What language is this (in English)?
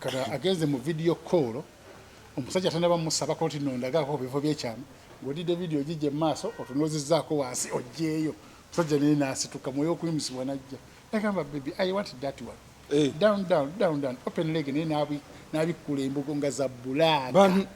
Ganda